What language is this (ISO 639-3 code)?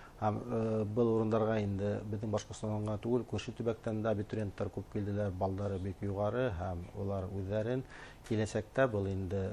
bak